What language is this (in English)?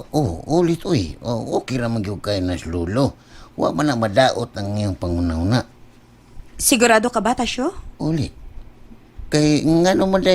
Cebuano